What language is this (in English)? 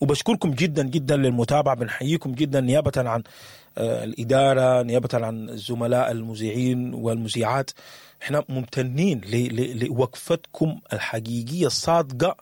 Sudanese Arabic